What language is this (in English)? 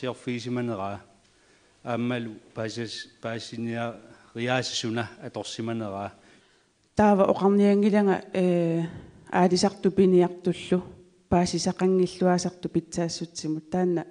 Kalaallisut